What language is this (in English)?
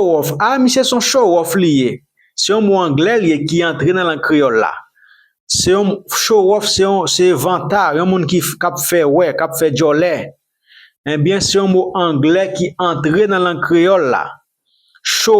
Haitian Creole